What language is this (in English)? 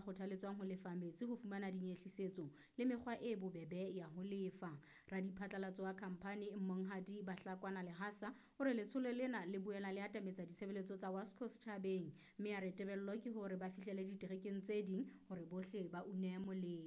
Southern Sotho